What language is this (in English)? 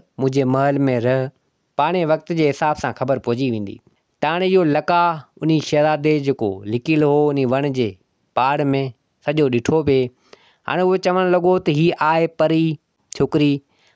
Sindhi